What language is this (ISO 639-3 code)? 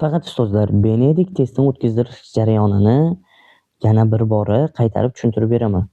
uzb